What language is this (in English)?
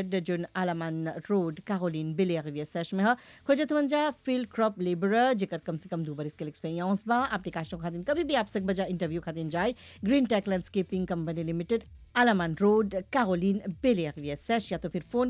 Bhojpuri